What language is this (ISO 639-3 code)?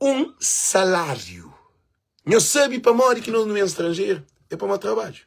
kea